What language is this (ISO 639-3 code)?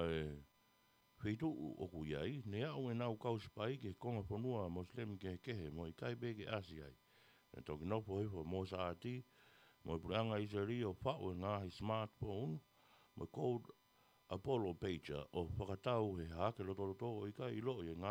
ton